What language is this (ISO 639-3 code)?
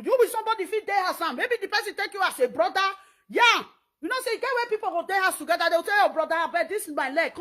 pcm